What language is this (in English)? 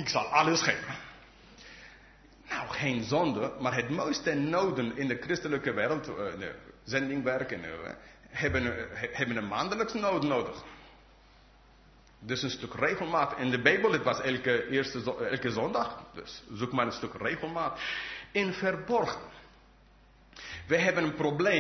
Dutch